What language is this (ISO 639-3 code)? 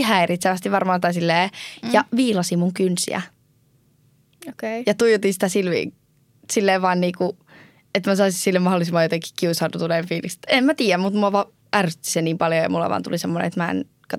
fin